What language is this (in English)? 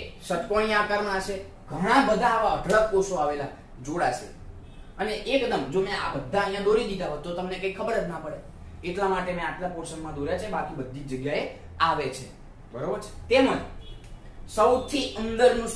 Gujarati